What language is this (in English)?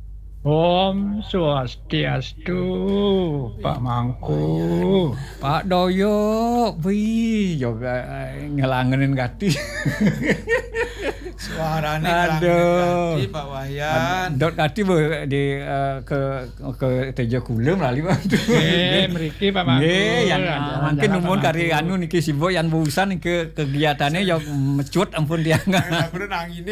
Balinese